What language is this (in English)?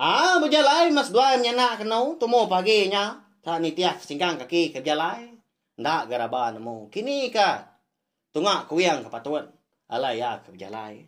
Iban